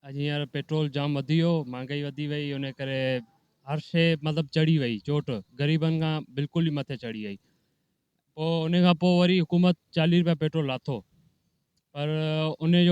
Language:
Sindhi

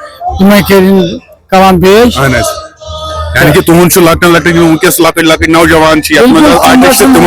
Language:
Kashmiri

